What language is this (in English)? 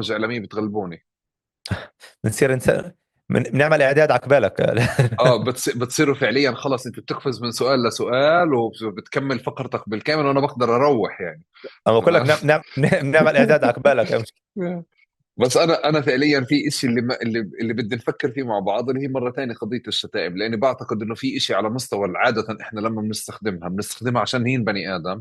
North Levantine Arabic